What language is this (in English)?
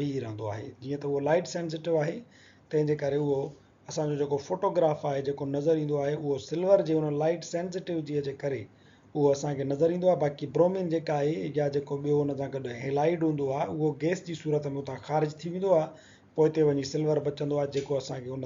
Sindhi